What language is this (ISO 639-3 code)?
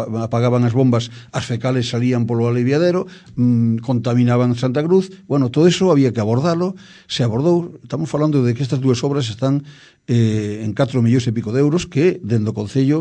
glg